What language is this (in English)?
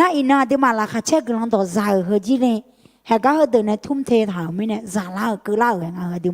Akha